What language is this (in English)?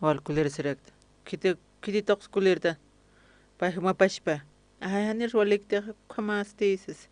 Aymara